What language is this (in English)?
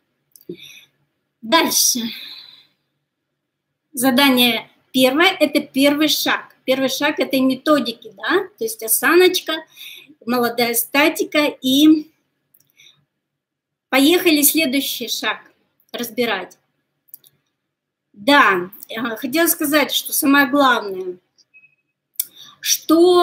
Russian